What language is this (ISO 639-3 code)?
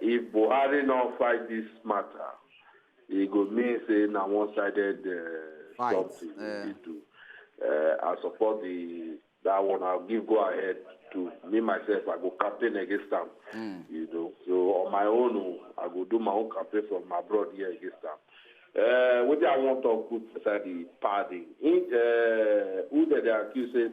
pcm